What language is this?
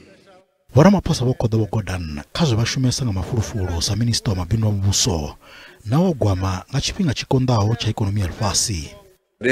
Venda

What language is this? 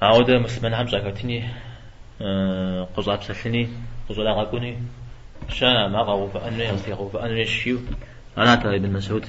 Kabardian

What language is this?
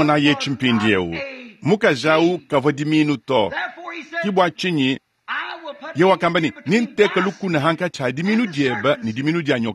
Luba-Lulua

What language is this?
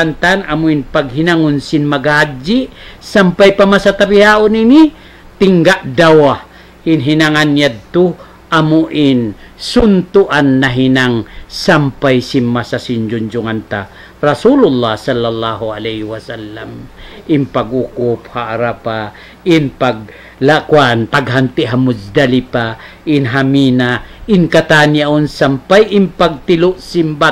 Tausug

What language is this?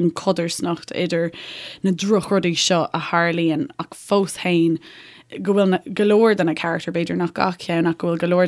Irish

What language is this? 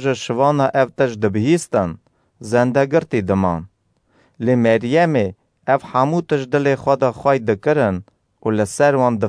Kurdish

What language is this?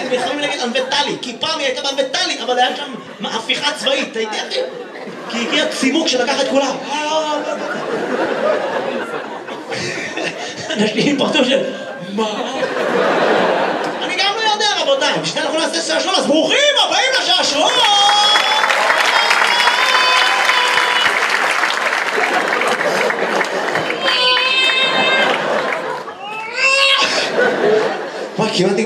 Hebrew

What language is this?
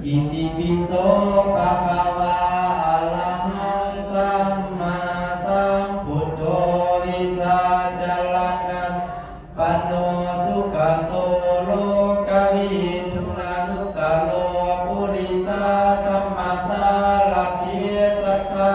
Pali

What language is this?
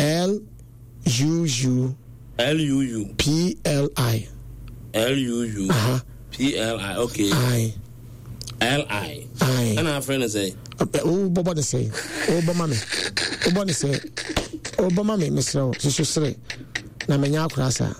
Akan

